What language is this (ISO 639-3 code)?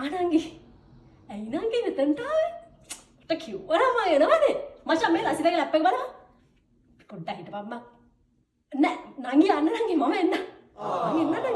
sin